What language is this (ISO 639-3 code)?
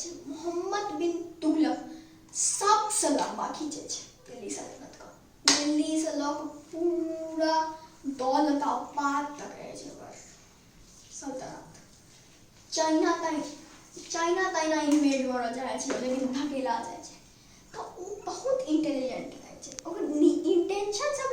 mai